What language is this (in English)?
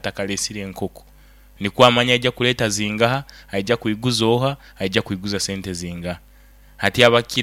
Nyoro